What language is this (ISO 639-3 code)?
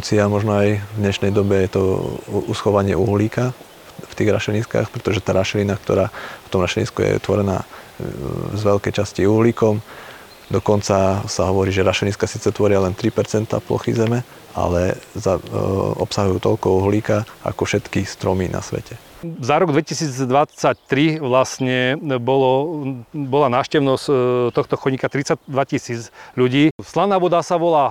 slk